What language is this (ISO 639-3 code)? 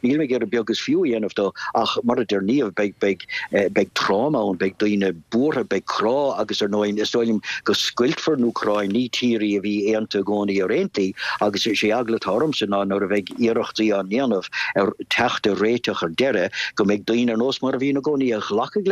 gle